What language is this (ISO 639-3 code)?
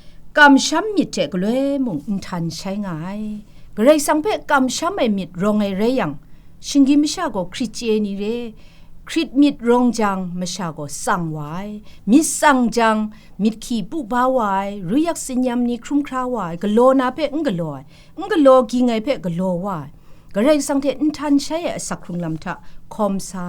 kac